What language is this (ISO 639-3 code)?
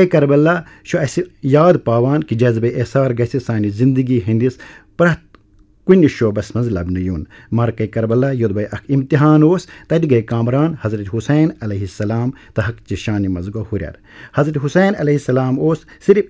kas